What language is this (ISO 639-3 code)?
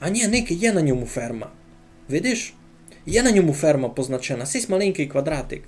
rue